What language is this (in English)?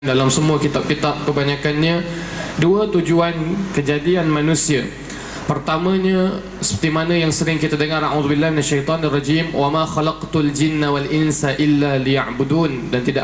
Malay